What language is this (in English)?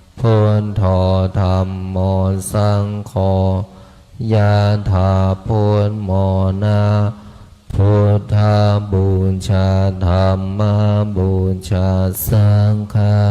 Pali